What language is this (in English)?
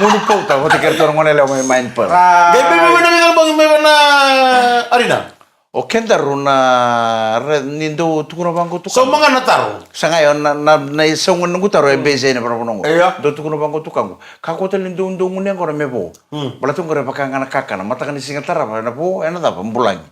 Fijian